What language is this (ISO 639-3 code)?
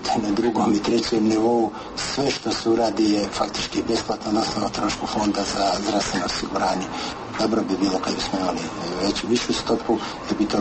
hrv